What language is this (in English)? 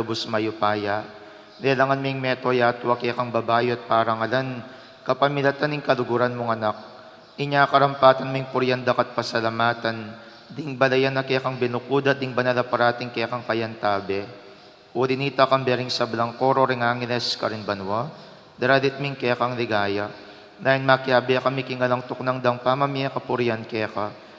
Pampanga